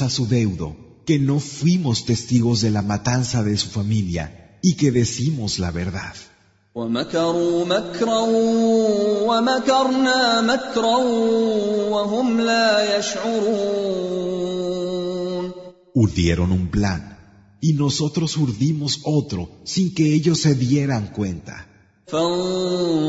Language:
Spanish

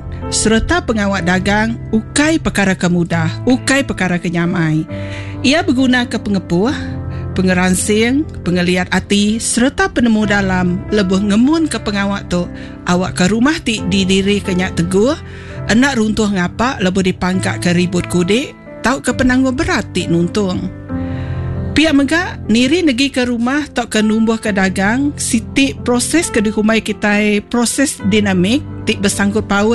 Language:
Iban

